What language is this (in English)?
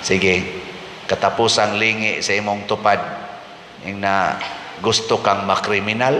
Cebuano